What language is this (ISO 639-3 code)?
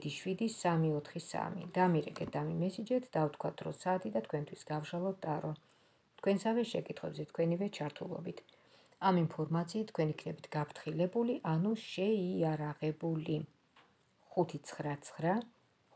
kat